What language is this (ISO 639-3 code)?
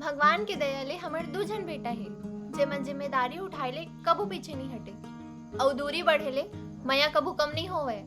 hne